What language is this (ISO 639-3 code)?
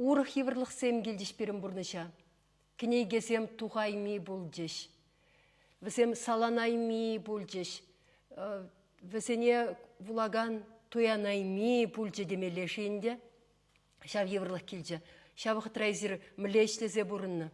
chv